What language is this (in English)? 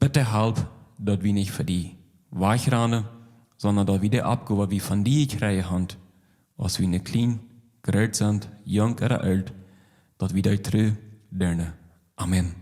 Plautdietsch